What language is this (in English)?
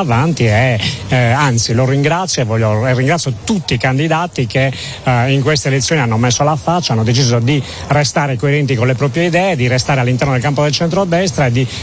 Italian